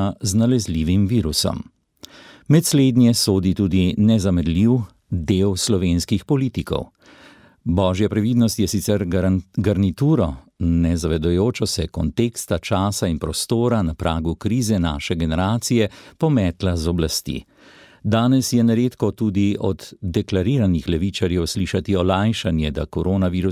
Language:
Slovenian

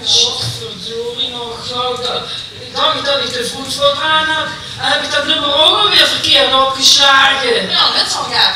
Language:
Limburgish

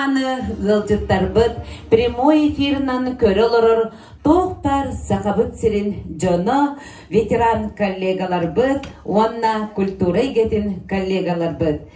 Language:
Yakut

